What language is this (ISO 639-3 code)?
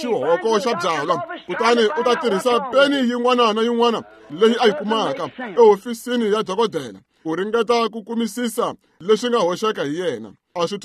tso